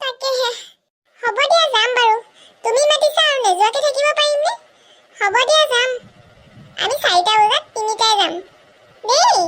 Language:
Assamese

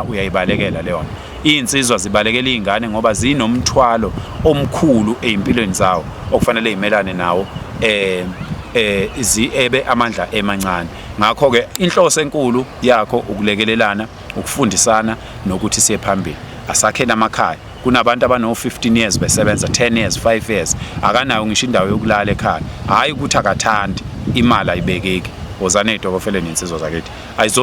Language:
Zulu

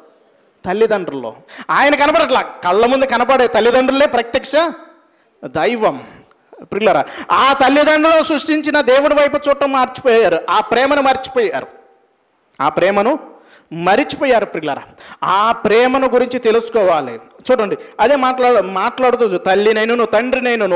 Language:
Telugu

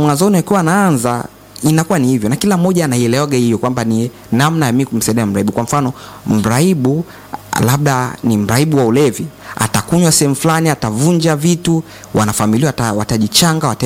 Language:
Swahili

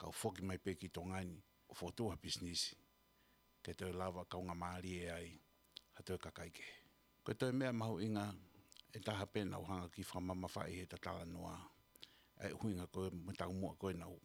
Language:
Tongan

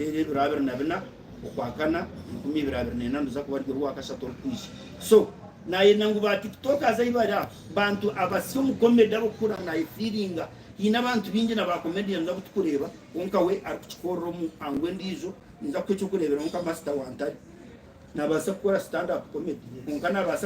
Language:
Nyankole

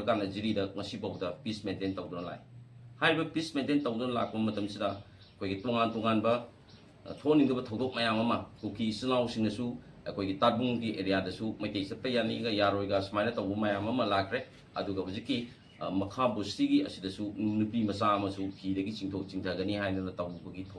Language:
Manipuri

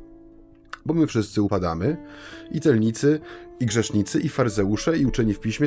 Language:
Polish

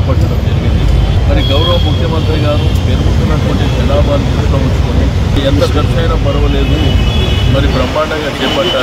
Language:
Telugu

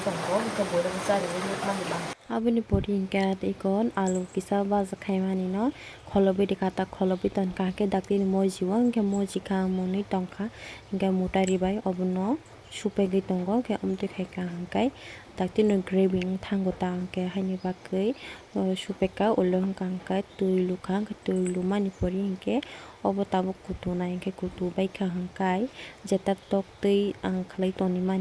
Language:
Kok Borok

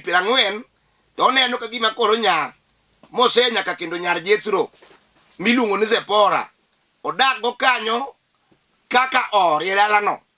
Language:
Luo (Kenya and Tanzania)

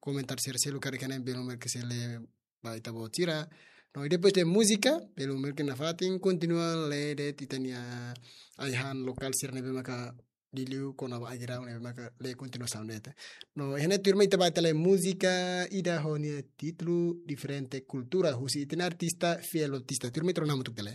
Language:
Tetum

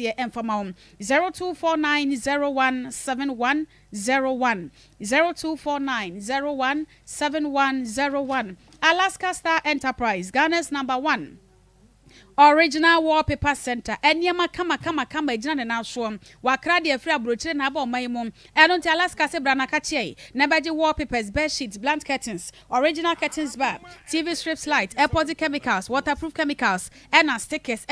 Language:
Akan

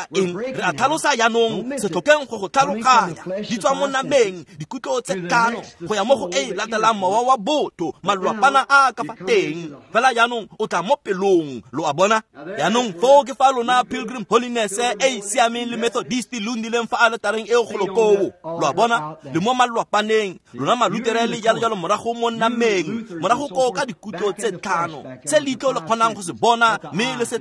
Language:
Tswana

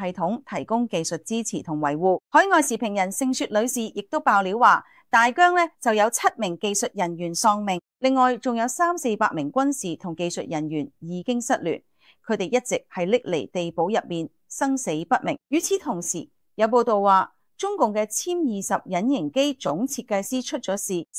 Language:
Cantonese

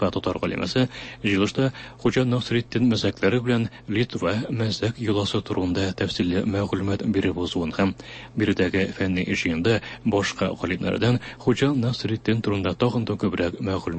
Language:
Tatar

